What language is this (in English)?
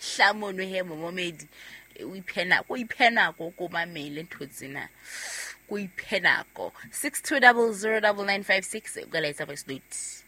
Southern Sotho